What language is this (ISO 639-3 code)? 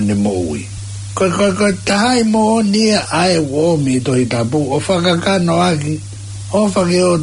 ton